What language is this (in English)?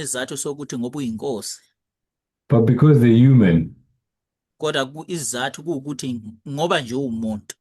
Zulu